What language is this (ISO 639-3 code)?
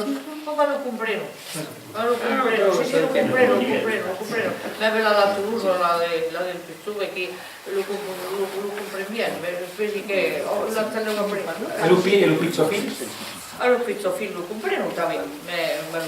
oci